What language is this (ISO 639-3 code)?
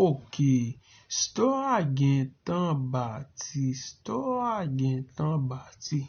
hat